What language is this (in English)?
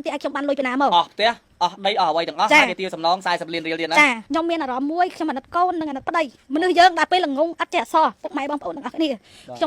Khmer